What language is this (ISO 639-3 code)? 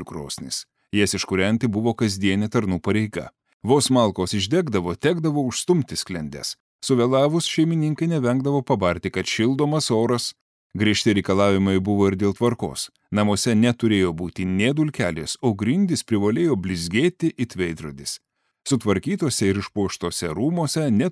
lit